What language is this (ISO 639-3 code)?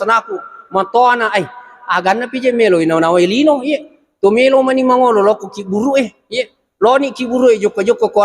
bug